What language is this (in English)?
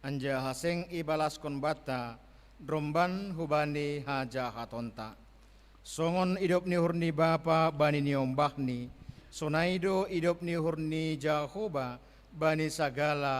Batak Simalungun